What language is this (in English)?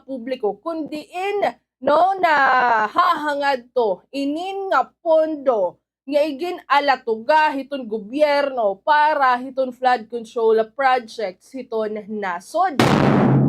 Waray